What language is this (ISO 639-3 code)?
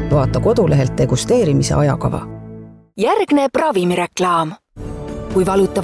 est